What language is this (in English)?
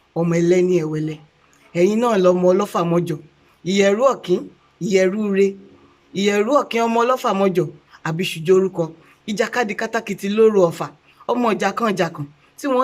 Yoruba